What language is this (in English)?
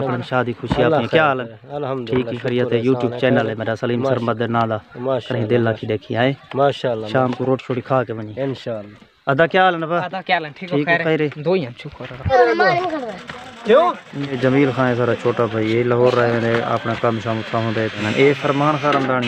Saraiki